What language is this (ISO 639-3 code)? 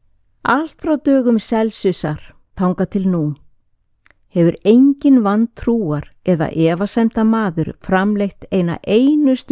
isl